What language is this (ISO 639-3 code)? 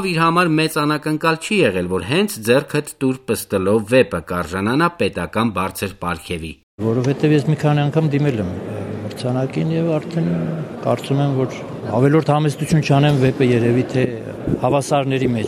hye